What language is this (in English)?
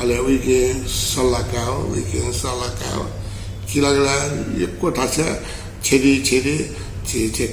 Newari